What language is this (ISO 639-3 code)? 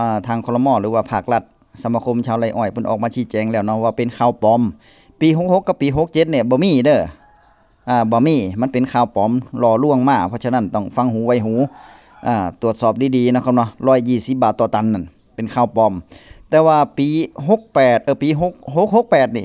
tts